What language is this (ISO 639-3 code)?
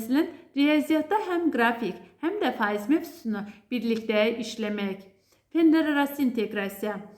aze